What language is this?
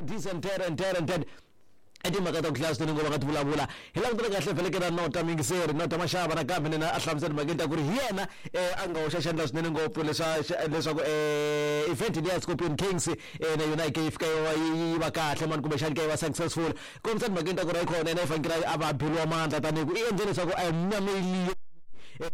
Tsonga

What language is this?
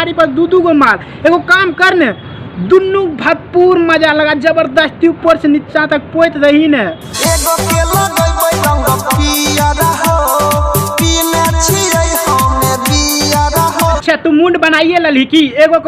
Maithili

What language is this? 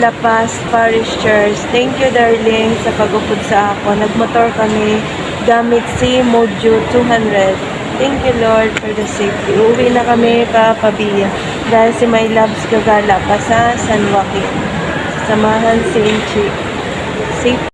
Hiligaynon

